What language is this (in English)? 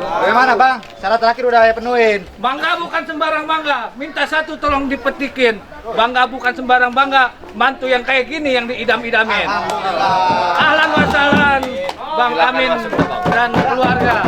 Betawi